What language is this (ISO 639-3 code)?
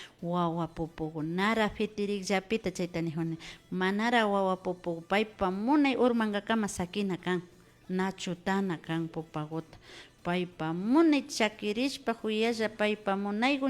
qvi